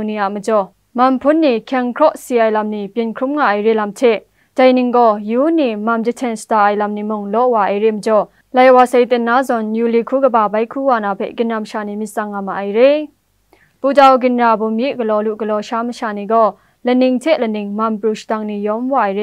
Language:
Kachin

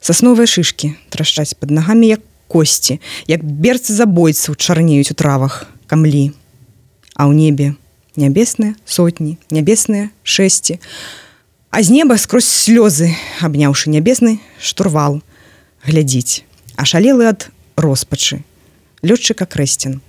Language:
Belarusian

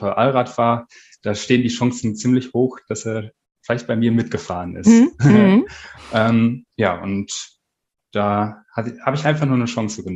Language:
German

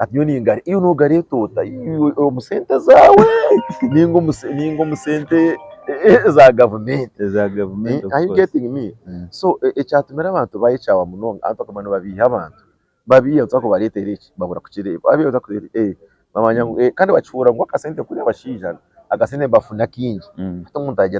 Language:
Nyankole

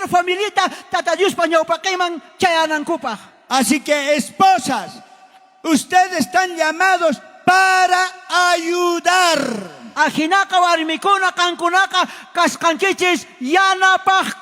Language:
South Bolivian Quechua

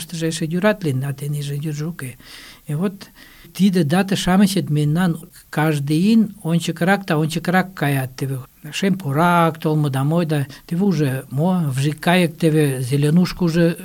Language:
Mari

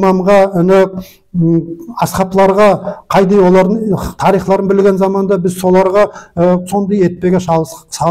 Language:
Nogai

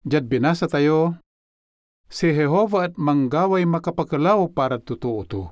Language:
Pangasinan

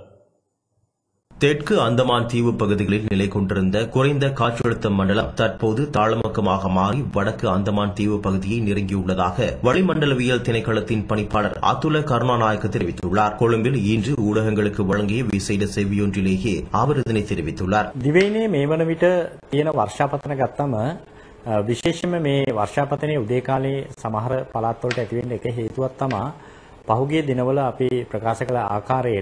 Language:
Tamil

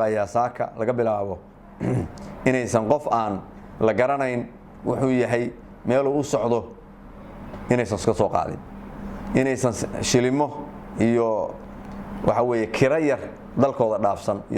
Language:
Somali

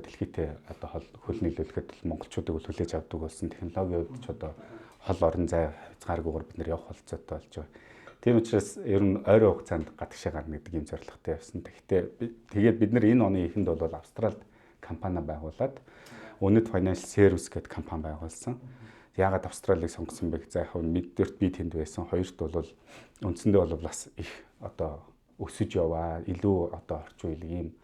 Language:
Mongolian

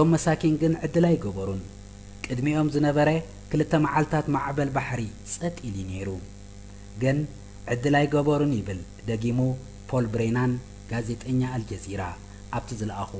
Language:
Tigrinya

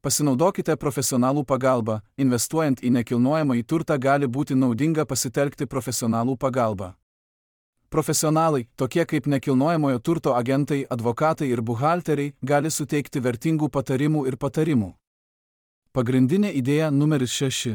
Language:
Lithuanian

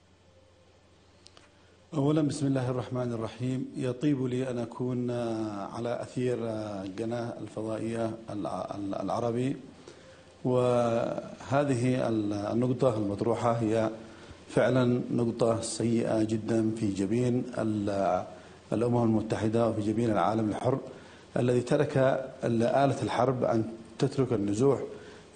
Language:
Arabic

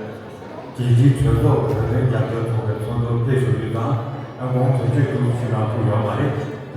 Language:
Tibetan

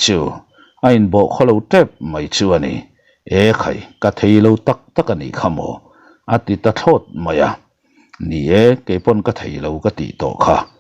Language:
Mizo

